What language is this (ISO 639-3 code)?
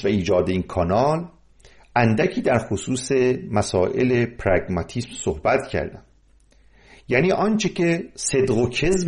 fas